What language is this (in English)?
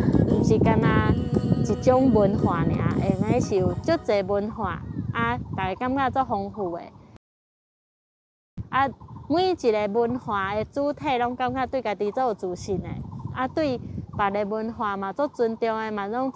Min Nan Chinese